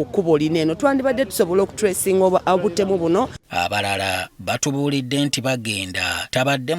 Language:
Ganda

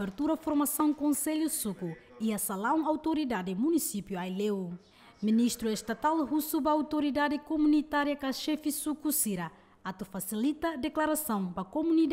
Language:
Tetum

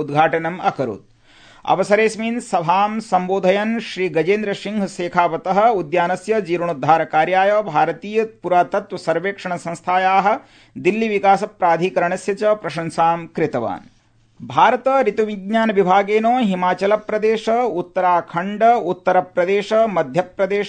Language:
Sanskrit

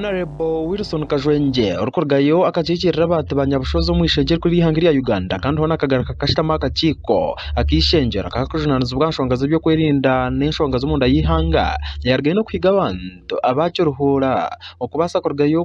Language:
Nyankole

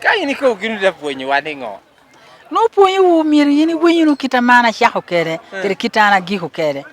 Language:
Lango (Uganda)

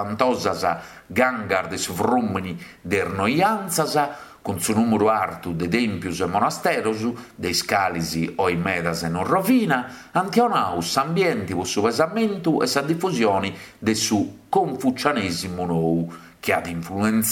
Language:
Sardinian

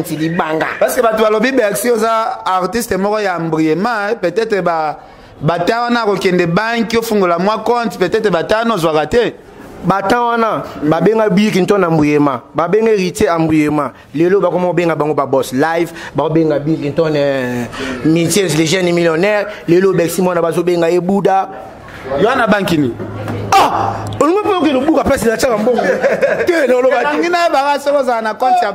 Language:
Lingala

